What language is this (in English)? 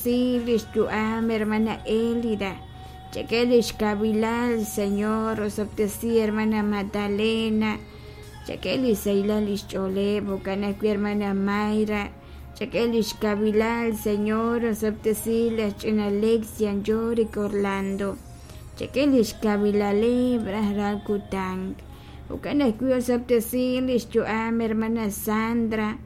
Kekchí